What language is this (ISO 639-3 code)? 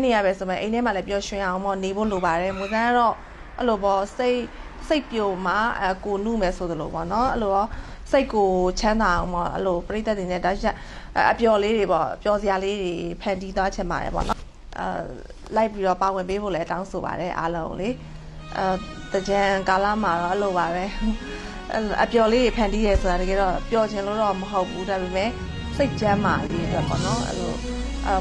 mya